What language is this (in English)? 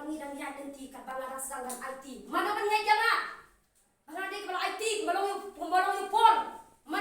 Khasi